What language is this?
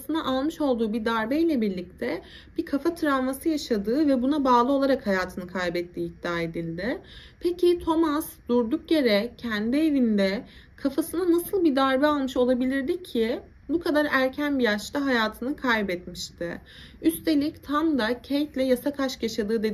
Turkish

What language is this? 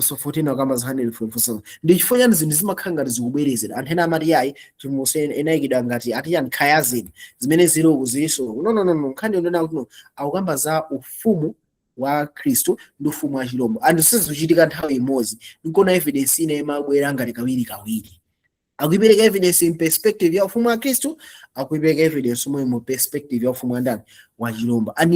Nyanja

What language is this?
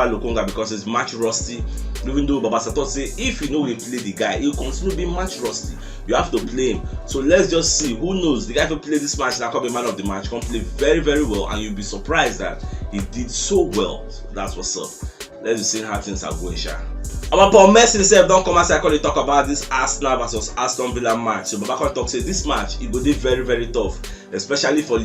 Nigerian Pidgin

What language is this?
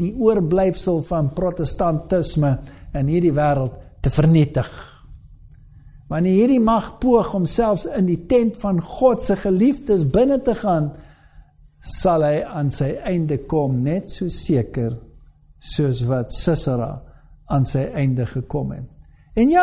Afrikaans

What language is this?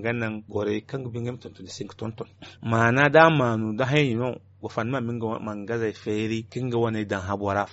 Zarma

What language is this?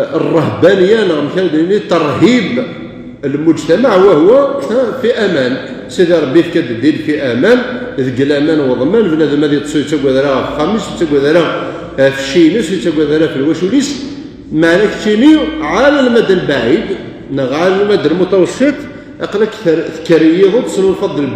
Kabyle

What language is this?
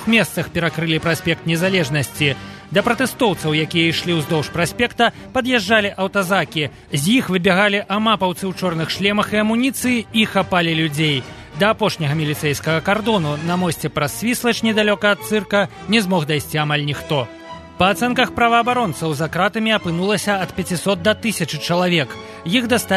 Belarusian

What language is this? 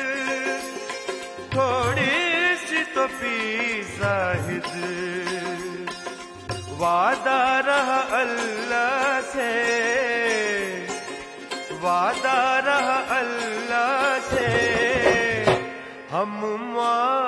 Hindi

